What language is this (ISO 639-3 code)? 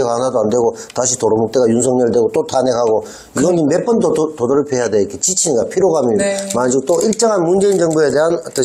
kor